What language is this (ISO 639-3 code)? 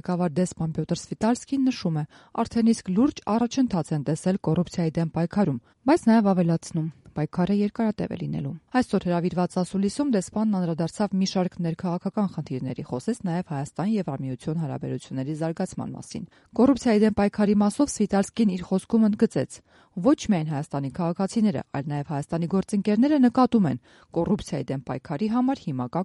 hye